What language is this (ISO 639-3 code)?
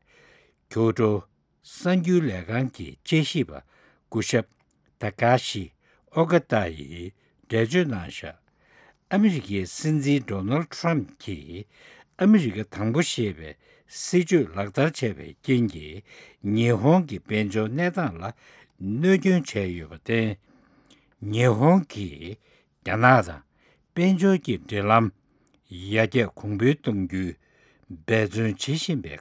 bod